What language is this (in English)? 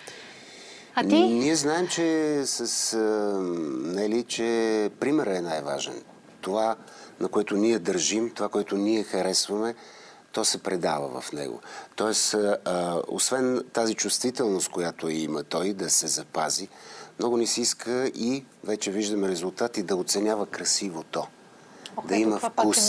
Bulgarian